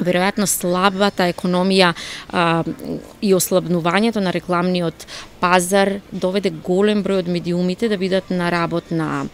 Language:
Macedonian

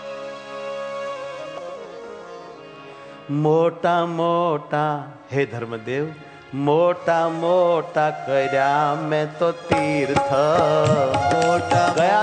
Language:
Gujarati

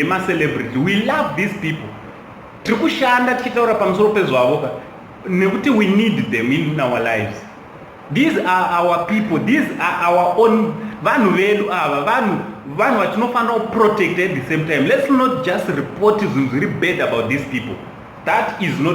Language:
Shona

